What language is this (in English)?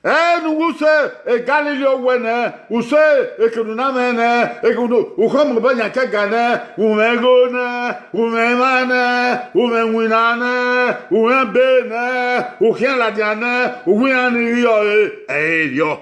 Bini